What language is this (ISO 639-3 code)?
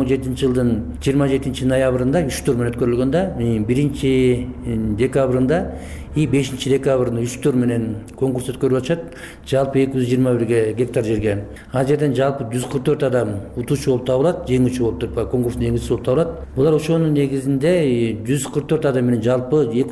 kir